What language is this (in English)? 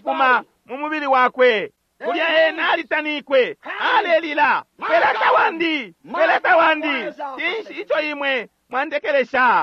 Bemba